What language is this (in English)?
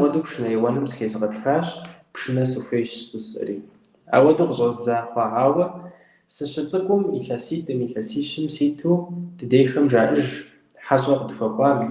Kabardian